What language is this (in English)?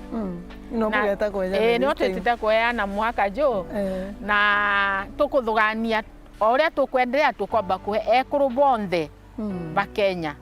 Meru